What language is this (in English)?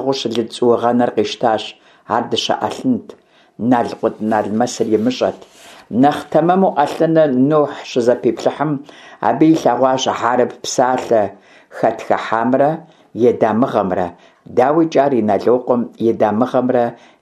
Kabardian